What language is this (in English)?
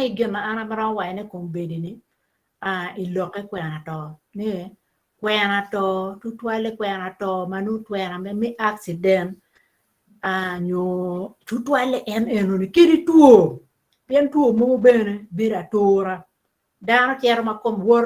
Acoli